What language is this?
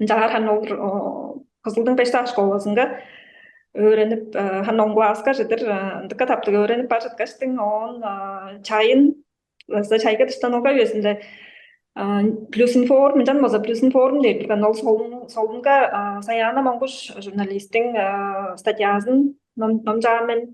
Tuvinian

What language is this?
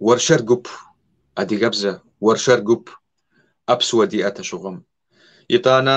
Kabardian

